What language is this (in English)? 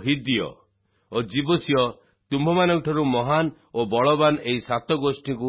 Odia